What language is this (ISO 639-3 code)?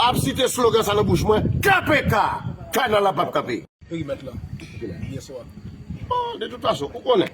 hat